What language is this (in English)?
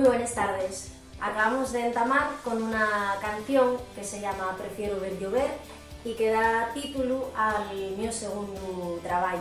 Asturian